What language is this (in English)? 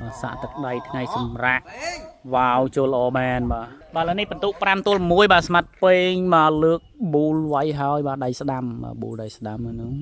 Khmer